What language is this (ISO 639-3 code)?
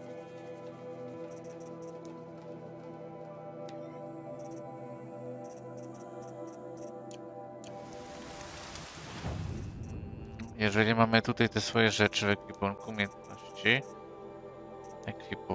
pol